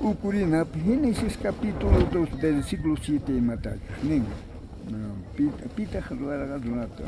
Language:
South Bolivian Quechua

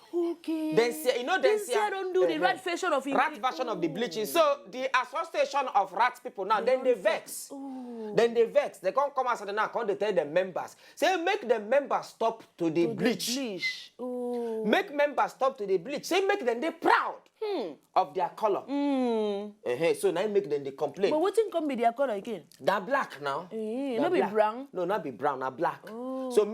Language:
Nigerian Pidgin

